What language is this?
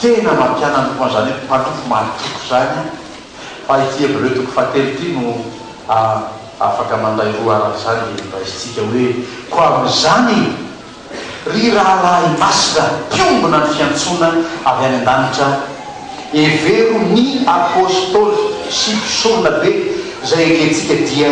Malagasy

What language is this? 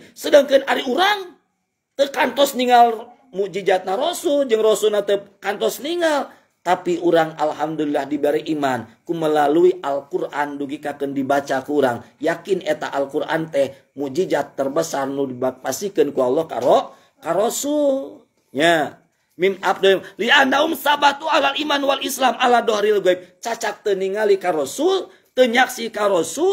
Sundanese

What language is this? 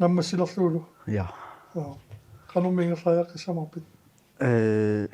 Kalaallisut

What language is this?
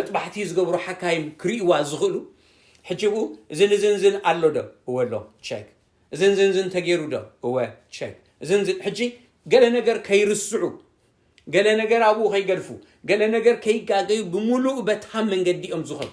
Tigrinya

